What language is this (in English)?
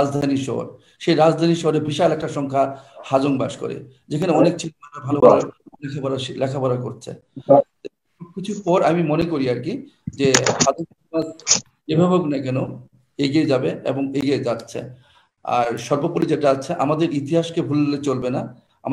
Bangla